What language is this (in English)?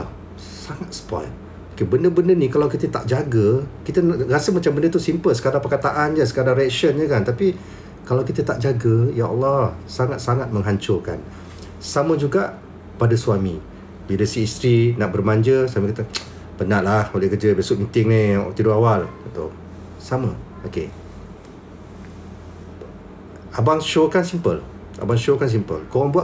Malay